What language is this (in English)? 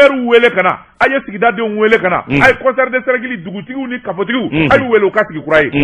Bambara